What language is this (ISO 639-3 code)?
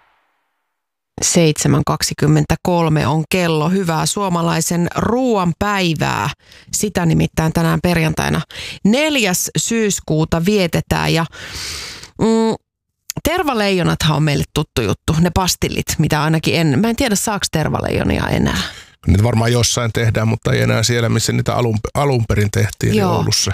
fin